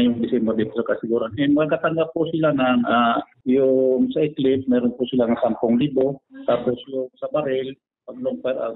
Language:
Bikol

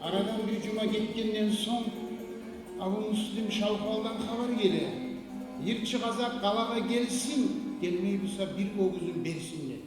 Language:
Kumyk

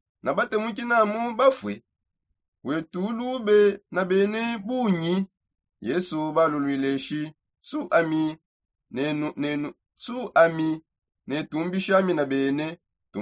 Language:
Songe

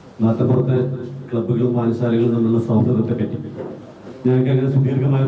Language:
Malayalam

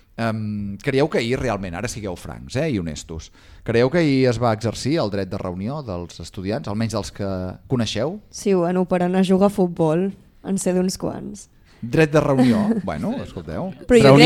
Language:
Catalan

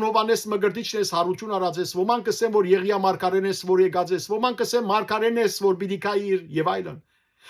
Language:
Western Armenian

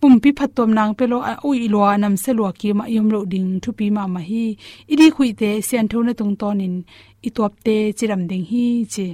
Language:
Tedim Chin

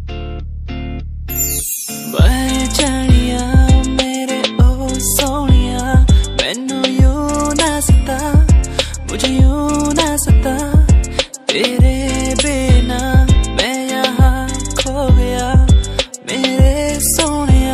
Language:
Hindi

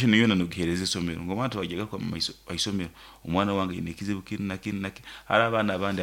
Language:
Nyoro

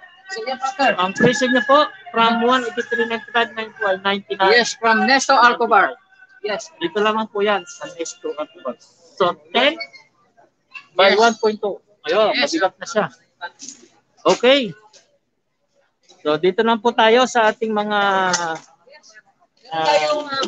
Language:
Filipino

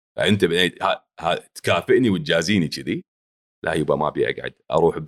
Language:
Gulf Arabic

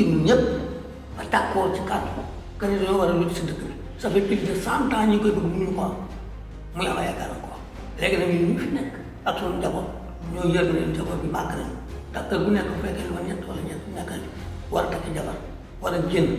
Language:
Wolof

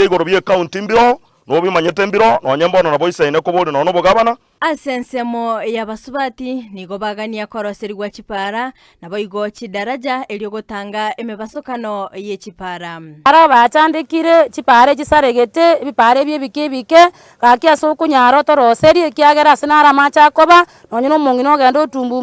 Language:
Gusii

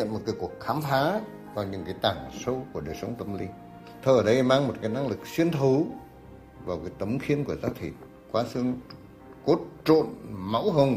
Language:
Vietnamese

